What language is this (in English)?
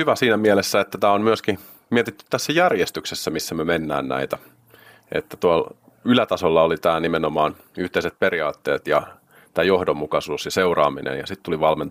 Finnish